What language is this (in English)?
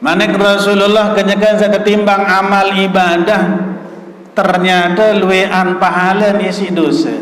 Sasak